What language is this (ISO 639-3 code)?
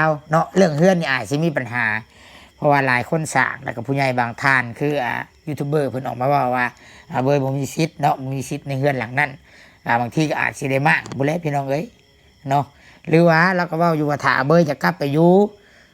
lao